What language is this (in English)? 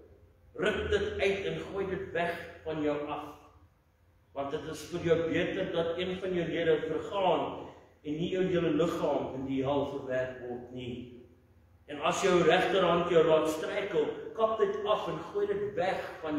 Afrikaans